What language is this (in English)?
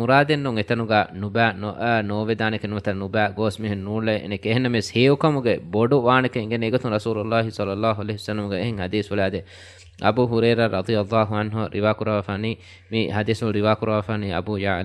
Divehi